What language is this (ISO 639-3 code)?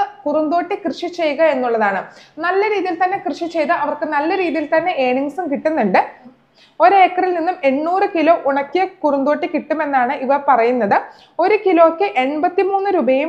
mal